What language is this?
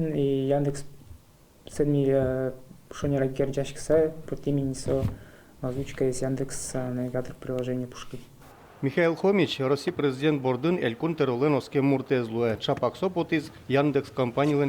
Udmurt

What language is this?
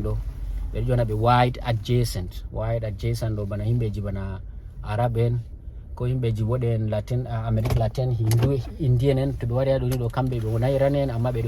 Fula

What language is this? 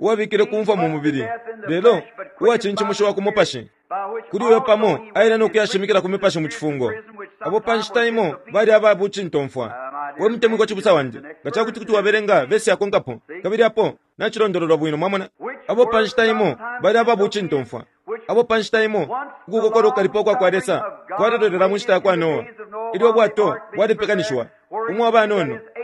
Bemba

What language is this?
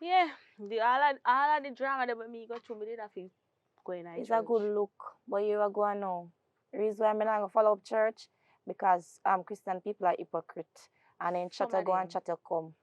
Jamaican Creole English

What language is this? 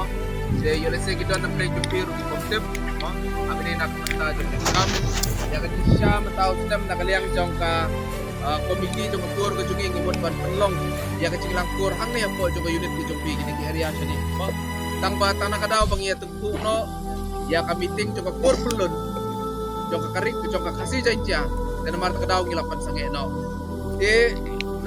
Khasi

